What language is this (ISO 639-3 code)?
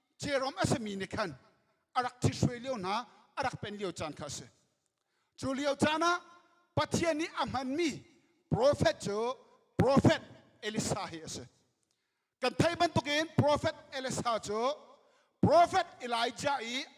cnh